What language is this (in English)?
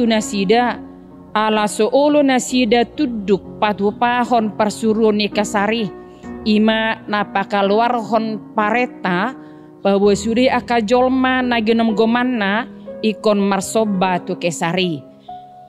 Batak Toba